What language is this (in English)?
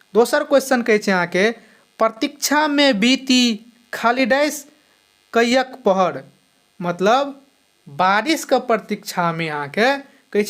Maithili